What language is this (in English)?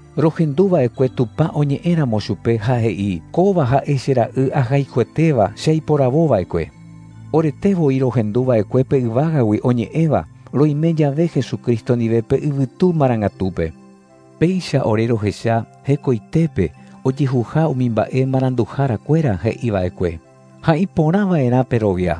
Guarani